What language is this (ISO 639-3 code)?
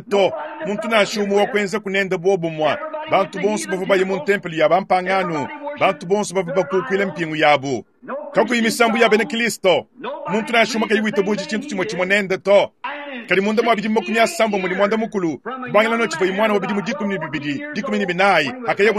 lua